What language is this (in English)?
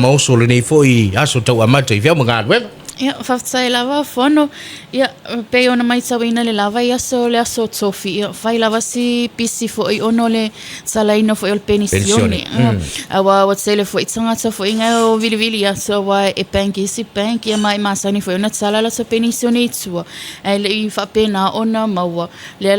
Samoan